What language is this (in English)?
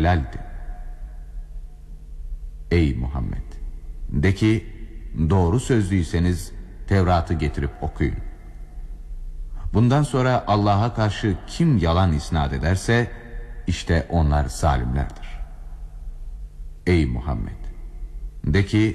Turkish